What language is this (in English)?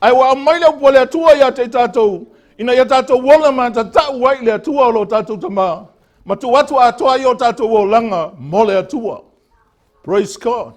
Samoan